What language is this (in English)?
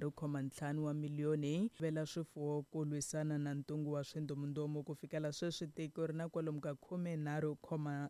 Tsonga